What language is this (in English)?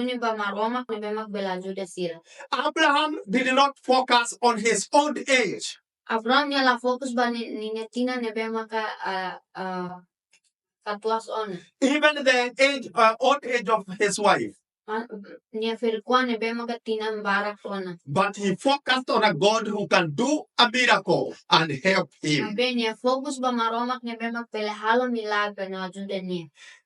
Tetum